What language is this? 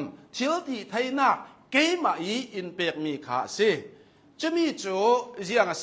Hakha Chin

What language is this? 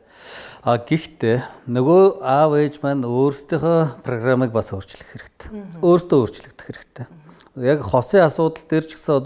Mongolian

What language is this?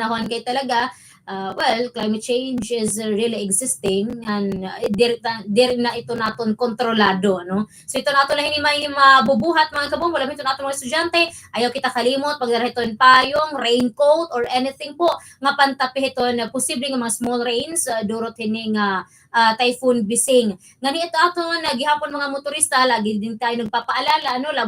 Waray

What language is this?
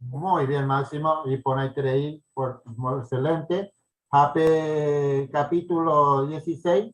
Guarani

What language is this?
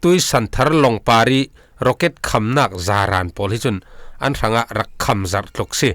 Falam Chin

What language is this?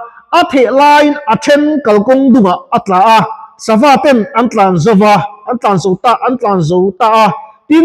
Mizo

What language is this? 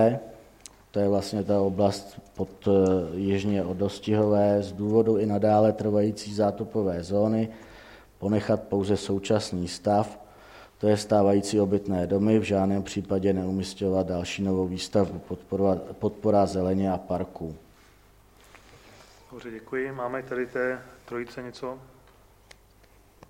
Czech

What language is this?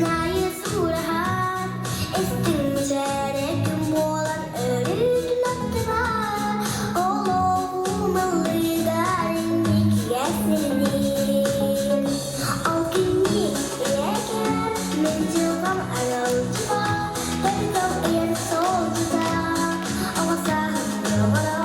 Yakut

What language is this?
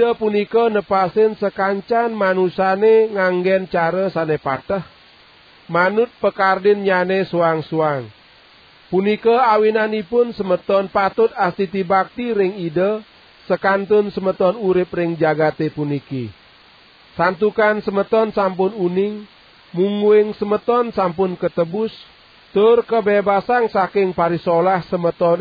Balinese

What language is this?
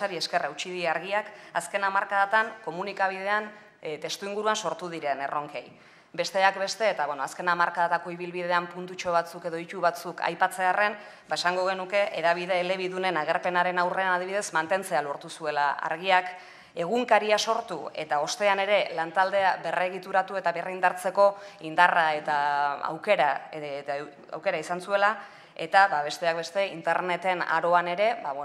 Basque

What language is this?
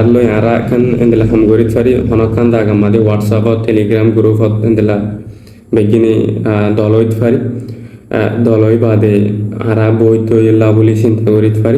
Rohingya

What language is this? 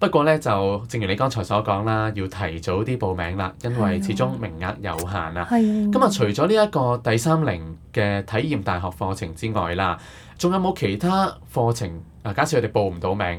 Cantonese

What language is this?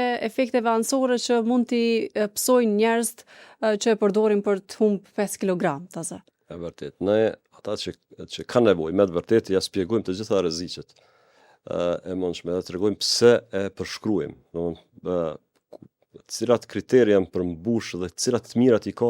Albanian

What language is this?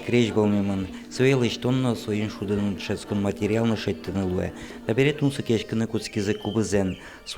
Udmurt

